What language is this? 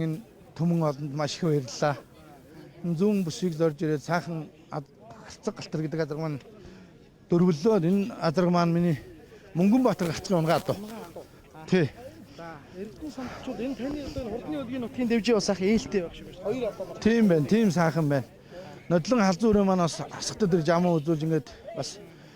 Mongolian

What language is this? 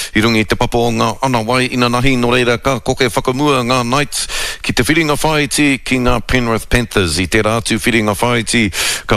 Māori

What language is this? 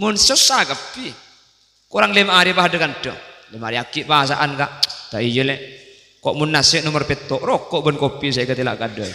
Madurese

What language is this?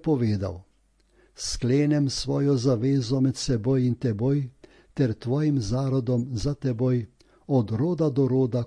Slovenian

